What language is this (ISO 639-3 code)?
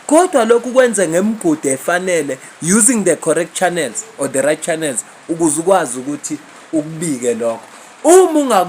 zul